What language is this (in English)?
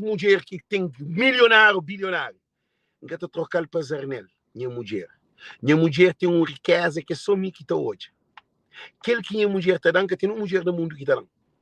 Kabuverdianu